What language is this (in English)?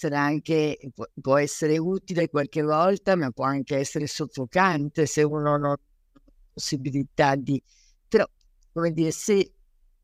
Italian